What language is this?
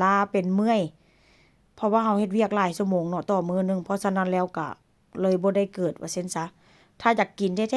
Lao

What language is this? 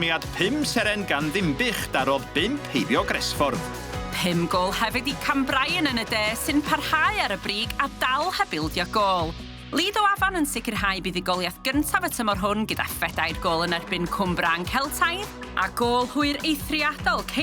Welsh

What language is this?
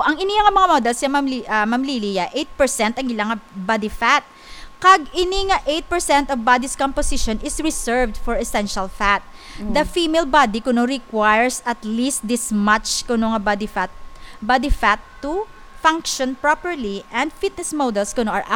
Hiligaynon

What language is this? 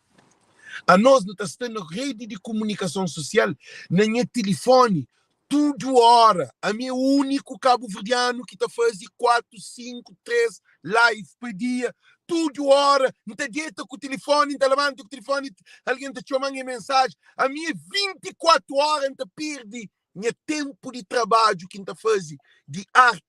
Kabuverdianu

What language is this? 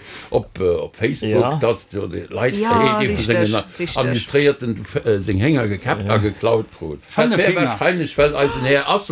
Luxembourgish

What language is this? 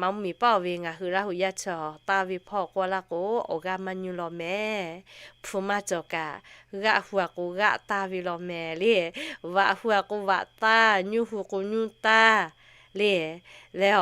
Lahu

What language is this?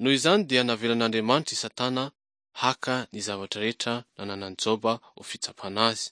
Malagasy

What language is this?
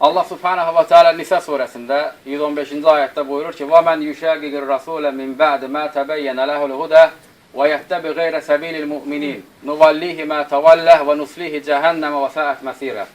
Azerbaijani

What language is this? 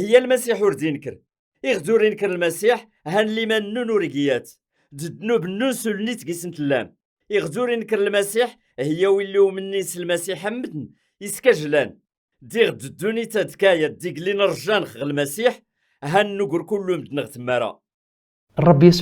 Kabyle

